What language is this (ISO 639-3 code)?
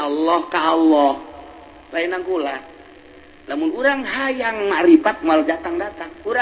sun